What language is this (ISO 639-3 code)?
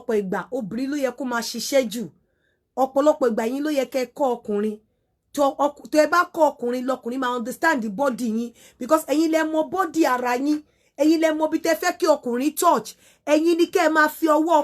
yor